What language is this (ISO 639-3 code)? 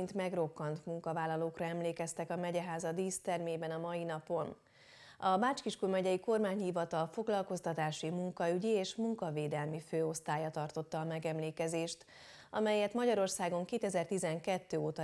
hun